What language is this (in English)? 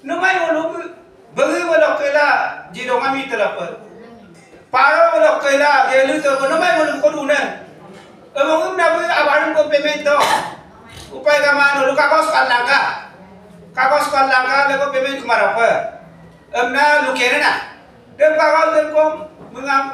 Adi